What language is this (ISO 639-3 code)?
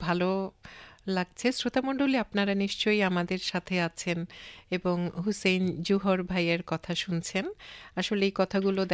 ben